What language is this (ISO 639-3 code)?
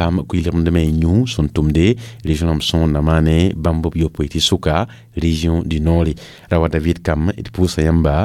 mos